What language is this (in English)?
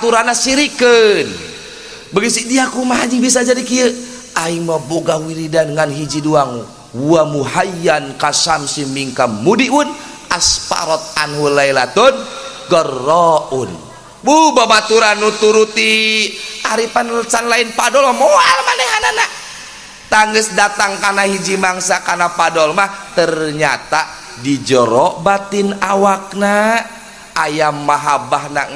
Sundanese